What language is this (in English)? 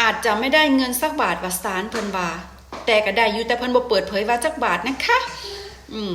Lao